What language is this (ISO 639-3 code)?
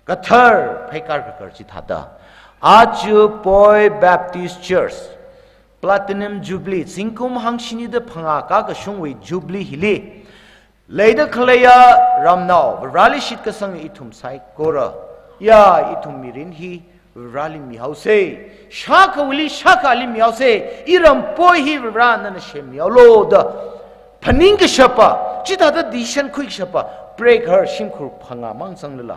nmf